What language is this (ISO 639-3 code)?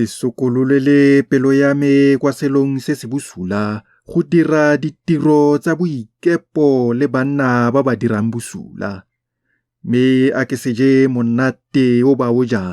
tsn